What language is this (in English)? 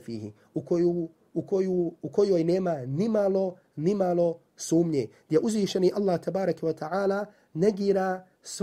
Bosnian